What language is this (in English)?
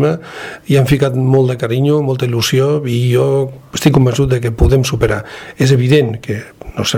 Catalan